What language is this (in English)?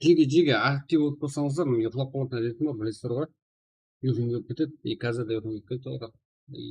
Kara-Kalpak